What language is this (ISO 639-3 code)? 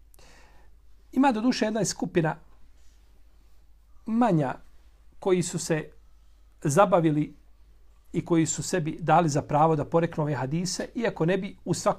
bos